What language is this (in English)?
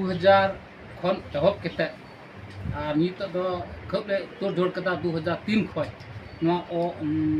Santali